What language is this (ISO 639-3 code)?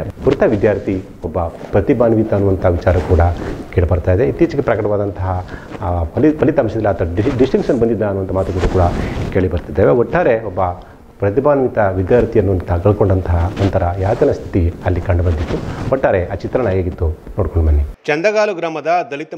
kan